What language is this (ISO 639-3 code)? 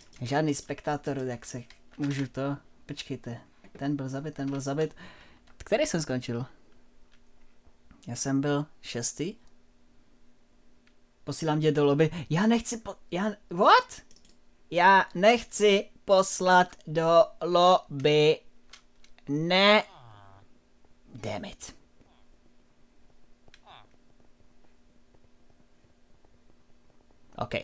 ces